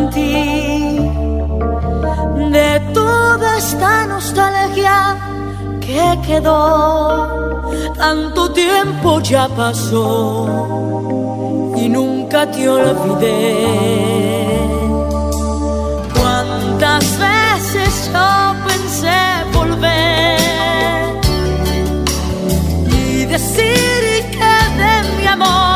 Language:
Spanish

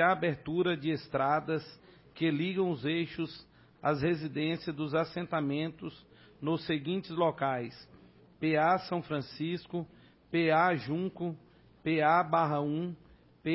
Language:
Portuguese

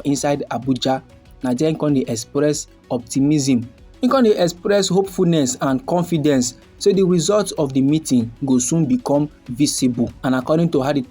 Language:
Nigerian Pidgin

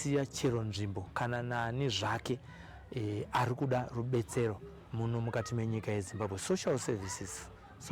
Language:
Shona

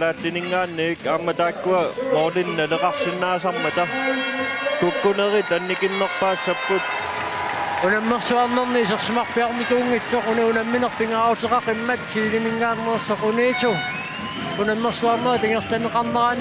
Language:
Kalaallisut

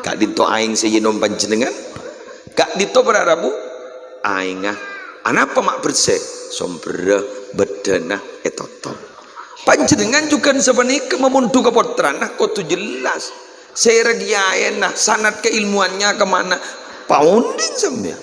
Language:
Madurese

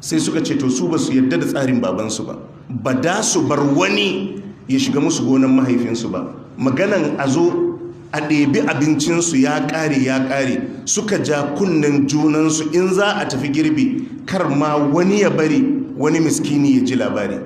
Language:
Hausa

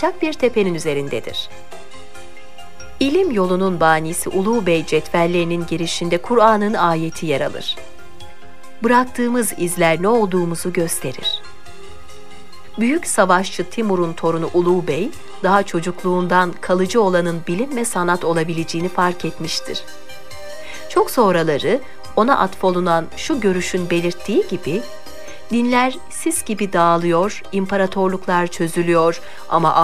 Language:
Turkish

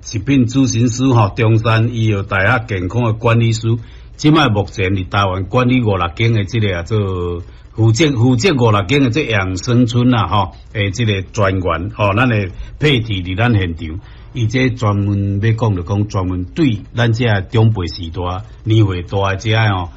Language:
Min Nan Chinese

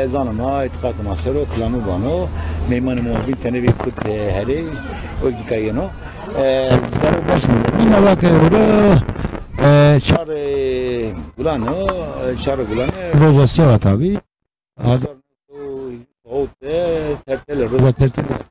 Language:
Zaza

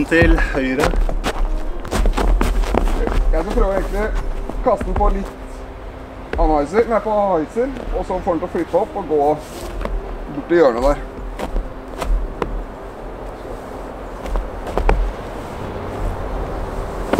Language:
Norwegian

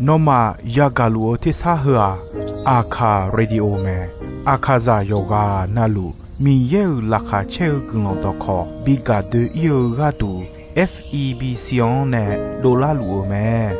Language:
Akha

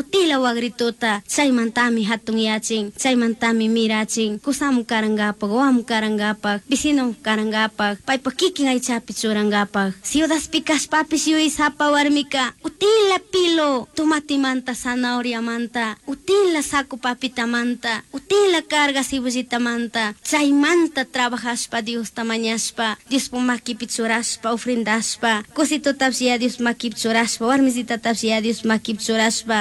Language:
Chimborazo Highland Quichua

